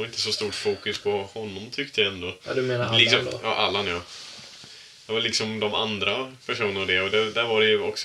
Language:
Swedish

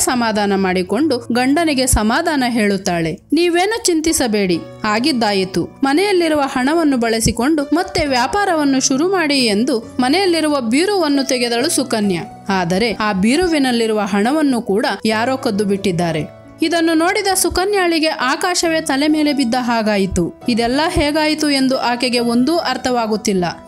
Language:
Kannada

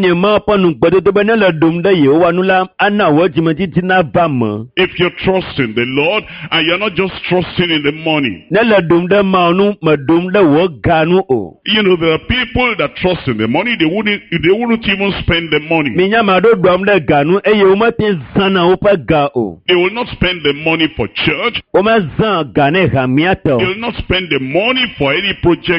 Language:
Ewe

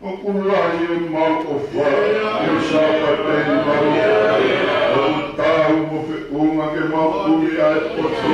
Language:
Tongan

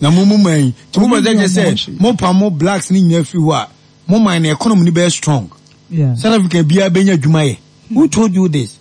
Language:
Akan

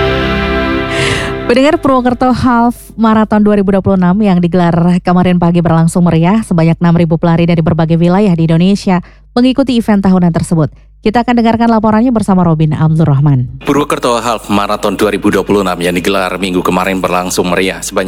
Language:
Indonesian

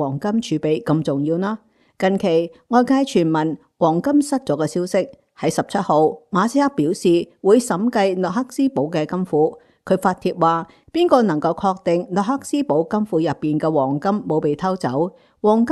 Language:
Cantonese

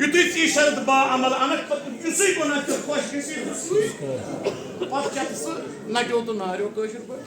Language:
Kashmiri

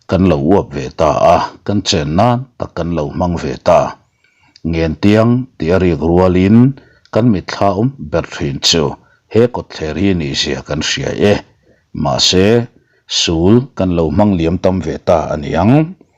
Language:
Mizo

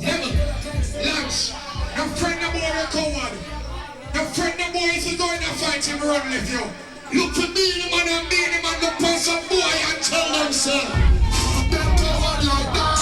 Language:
Jamaican Creole English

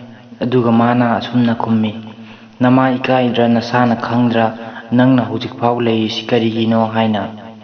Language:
Manipuri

